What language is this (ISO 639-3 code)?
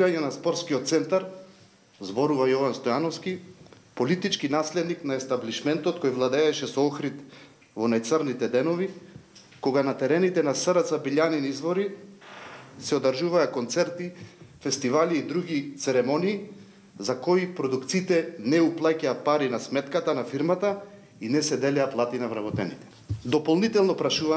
mkd